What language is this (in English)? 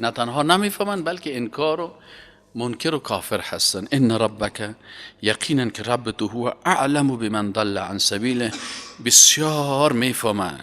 Persian